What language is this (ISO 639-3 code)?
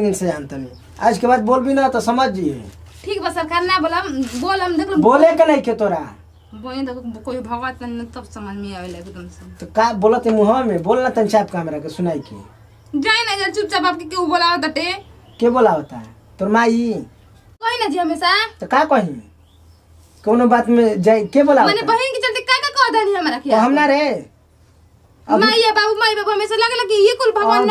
bho